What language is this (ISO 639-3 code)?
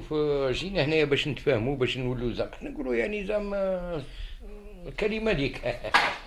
arq